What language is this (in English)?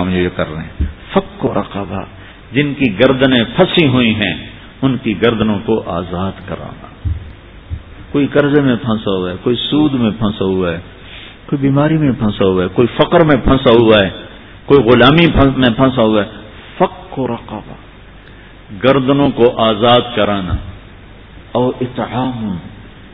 Urdu